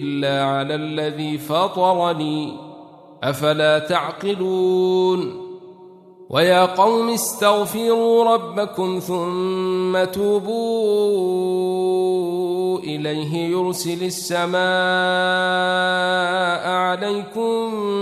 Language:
Arabic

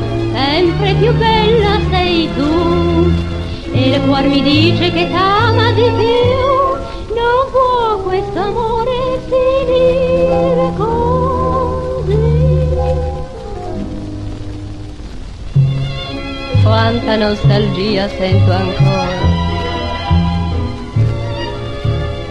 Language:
Italian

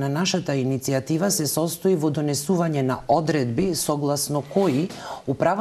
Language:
Macedonian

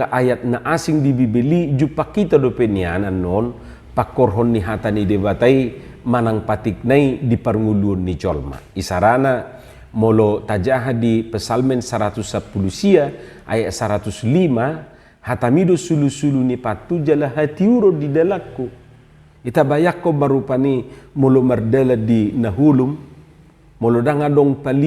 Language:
Batak Toba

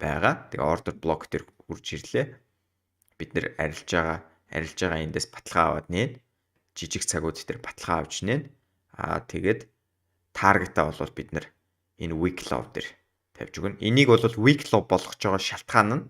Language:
Mongolian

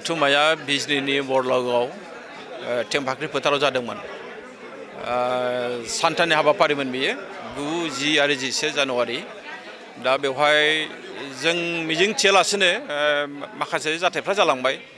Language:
Bodo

